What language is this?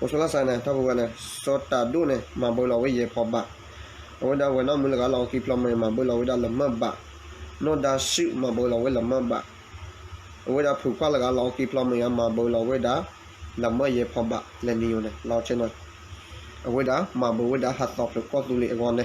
S'gaw Karen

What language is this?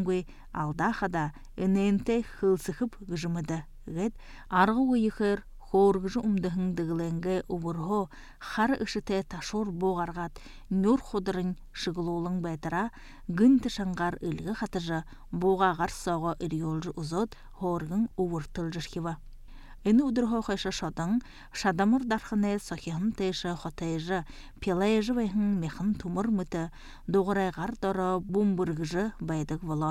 Buriat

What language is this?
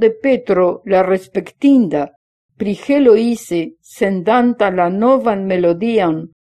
Esperanto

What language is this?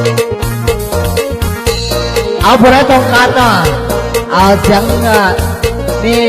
Lao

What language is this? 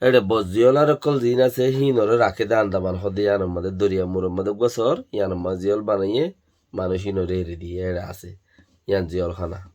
Rohingya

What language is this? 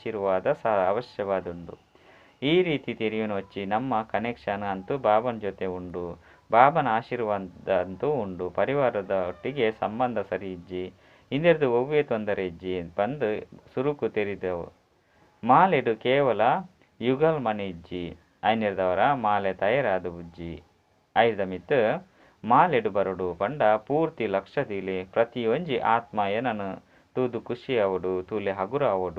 Tulu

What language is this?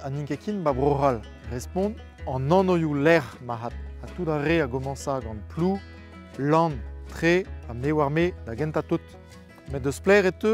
Breton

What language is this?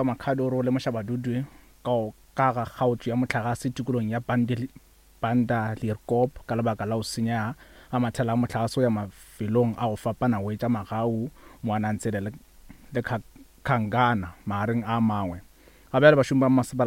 Northern Sotho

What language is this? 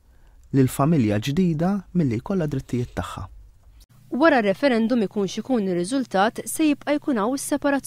Maltese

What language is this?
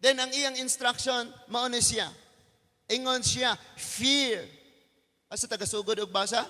Cebuano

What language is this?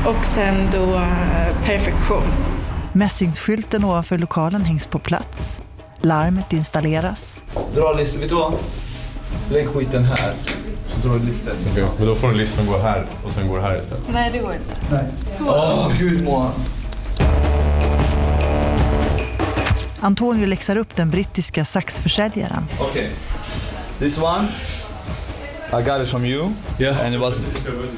Swedish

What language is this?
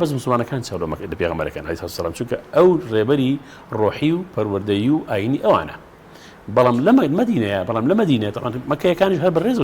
Central Kurdish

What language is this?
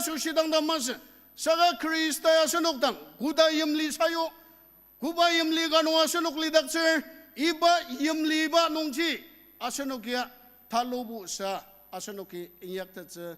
Ao Naga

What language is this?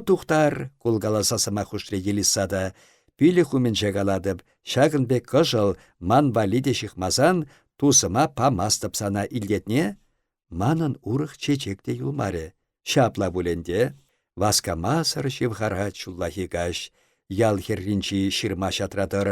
Chuvash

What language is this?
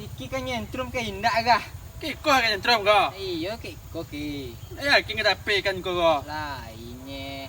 Minangkabau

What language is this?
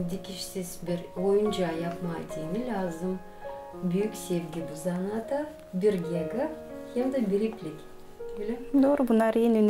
Gagauz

